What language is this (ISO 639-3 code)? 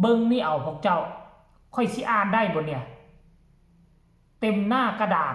tts